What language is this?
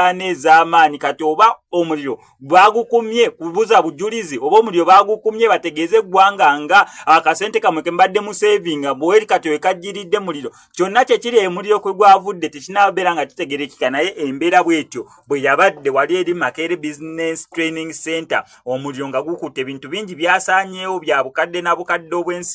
Ganda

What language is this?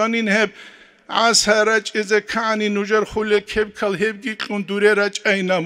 Avaric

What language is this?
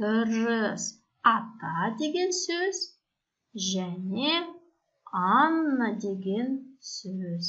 Kazakh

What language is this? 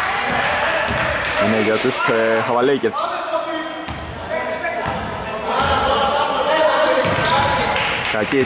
Greek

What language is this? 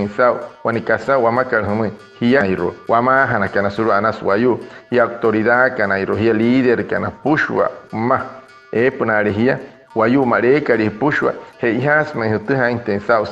Wayuu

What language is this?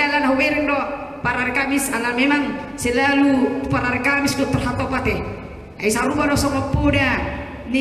Batak Toba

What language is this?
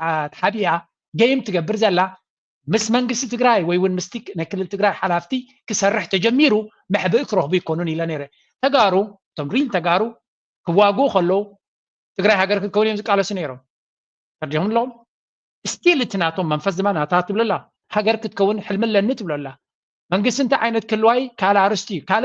Tigrinya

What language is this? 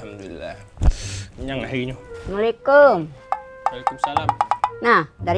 Musi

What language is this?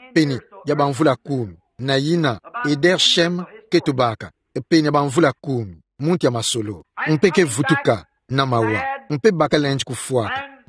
Kituba (Democratic Republic of Congo)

